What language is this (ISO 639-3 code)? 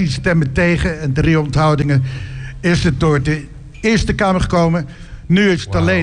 nld